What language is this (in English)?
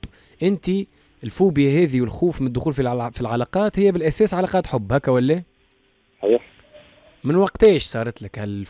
Tunisian Arabic